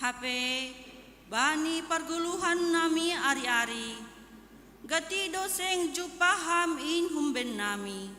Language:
Batak Simalungun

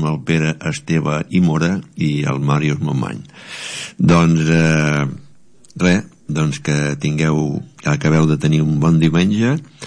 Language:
Catalan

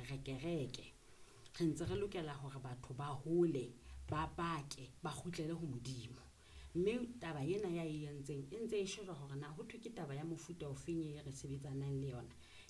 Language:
Southern Sotho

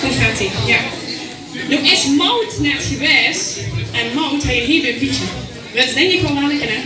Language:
Limburgish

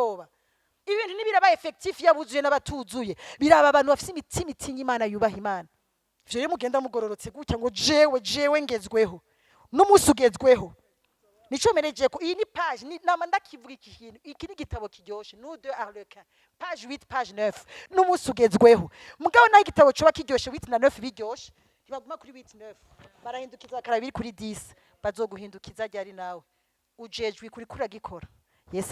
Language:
Rundi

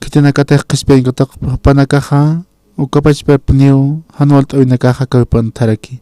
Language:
Aymara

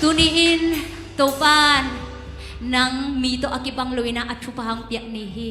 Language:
Tedim Chin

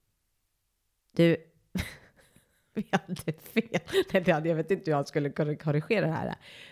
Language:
Swedish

